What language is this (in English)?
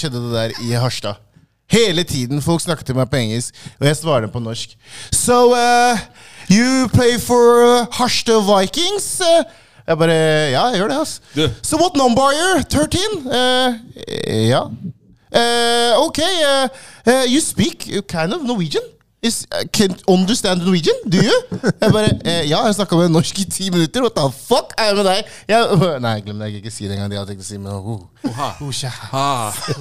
Norwegian